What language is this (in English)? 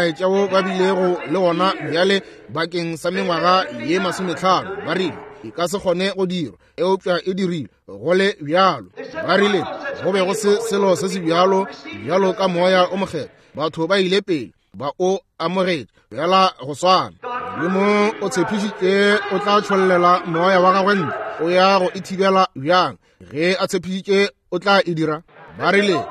Northern Sotho